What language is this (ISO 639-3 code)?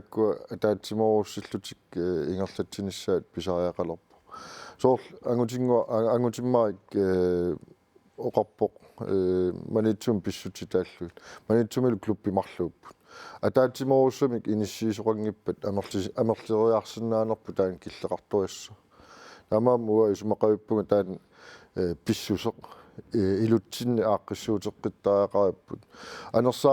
kal